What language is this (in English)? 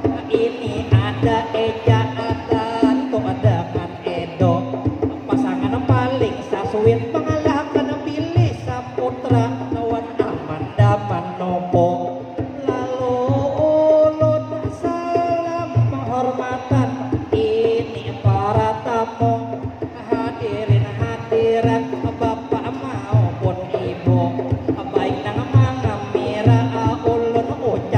Banjar